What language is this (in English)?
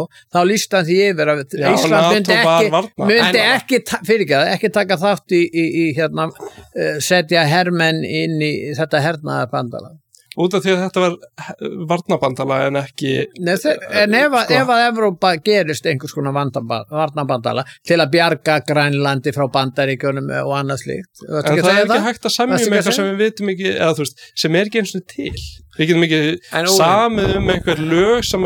Icelandic